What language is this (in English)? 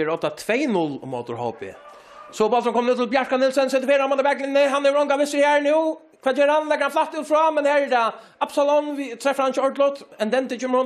Faroese